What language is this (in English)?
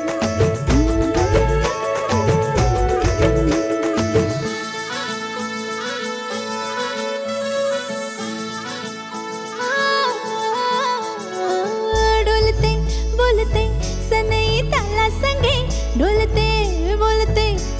Marathi